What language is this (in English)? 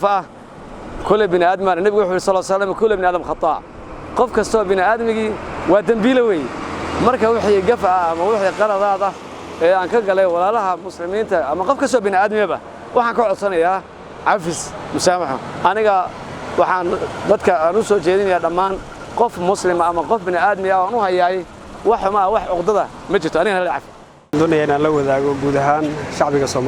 Somali